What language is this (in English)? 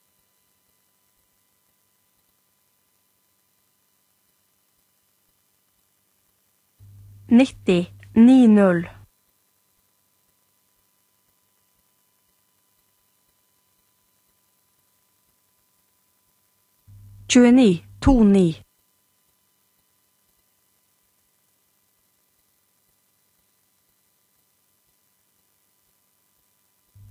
Norwegian